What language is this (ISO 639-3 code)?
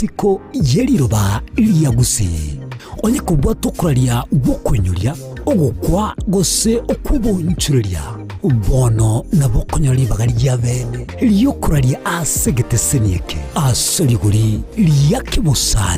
guz